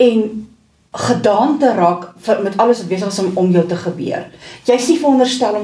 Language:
Afrikaans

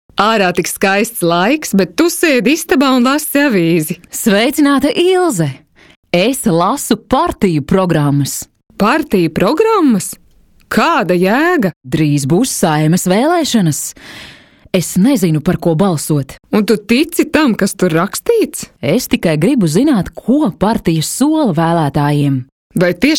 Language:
Latvian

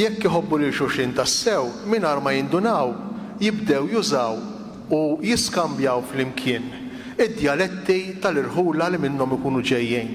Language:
Maltese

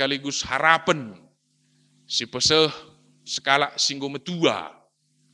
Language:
Batak Karo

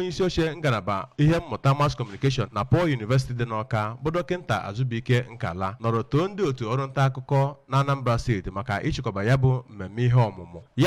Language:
Igbo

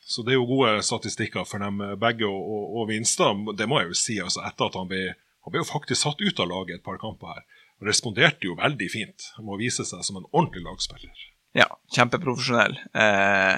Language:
Norwegian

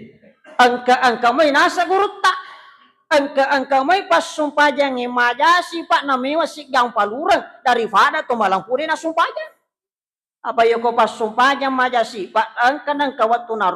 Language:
Buginese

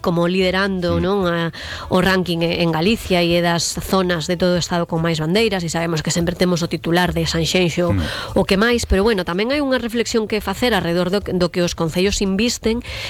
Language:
Galician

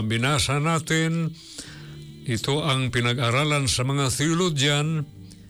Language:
Filipino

